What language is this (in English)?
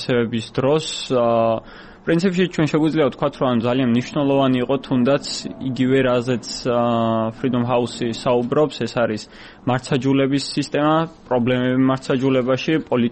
Georgian